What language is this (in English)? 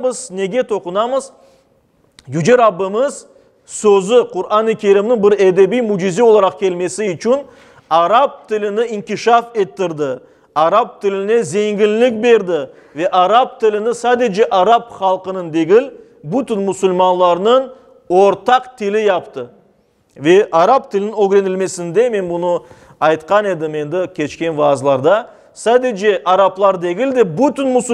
Crimean Tatar